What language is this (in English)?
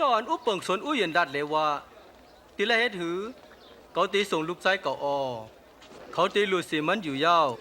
Shan